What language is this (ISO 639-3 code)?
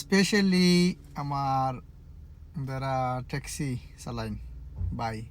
syl